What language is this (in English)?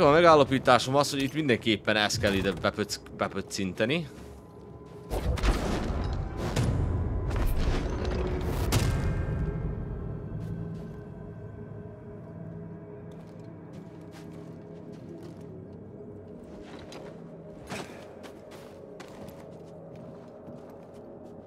Hungarian